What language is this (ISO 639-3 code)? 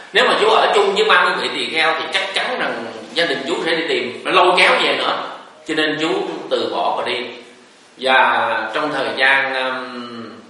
vie